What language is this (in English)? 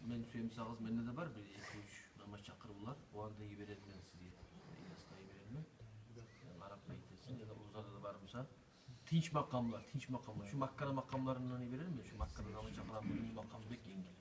Kumyk